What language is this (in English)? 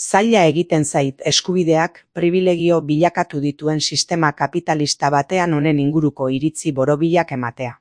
Basque